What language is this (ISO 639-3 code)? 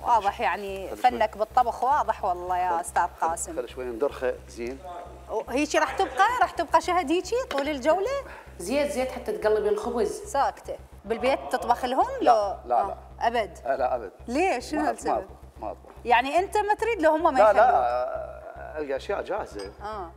acm